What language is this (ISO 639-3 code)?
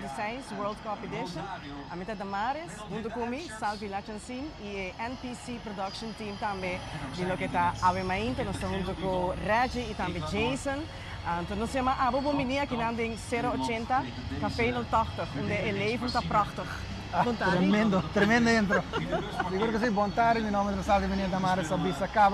pap